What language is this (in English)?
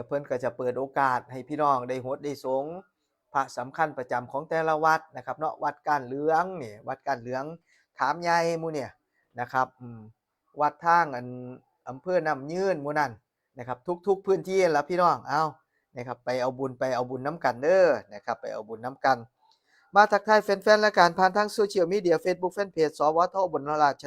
Northeastern Thai